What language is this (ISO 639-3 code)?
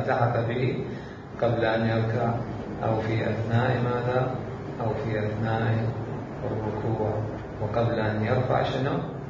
acm